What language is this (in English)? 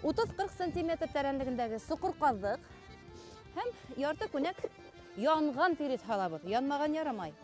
Bashkir